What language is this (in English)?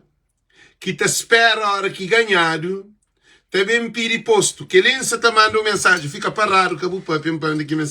Kabuverdianu